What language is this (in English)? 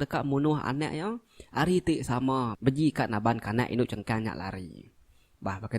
Iban